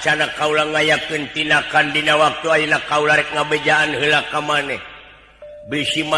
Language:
Sundanese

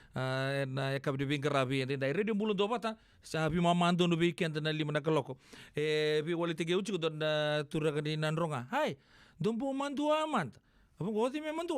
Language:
Fijian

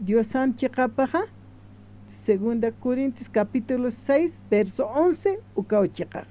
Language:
Aymara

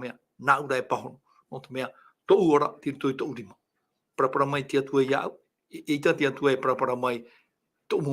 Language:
Tahitian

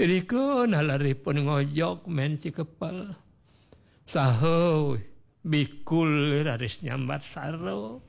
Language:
Balinese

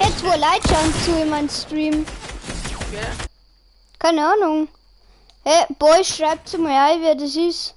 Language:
Bavarian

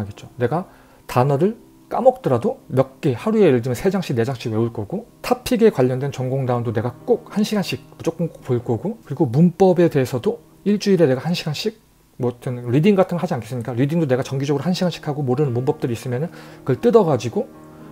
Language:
Korean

